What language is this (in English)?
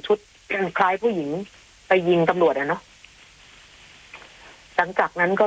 Thai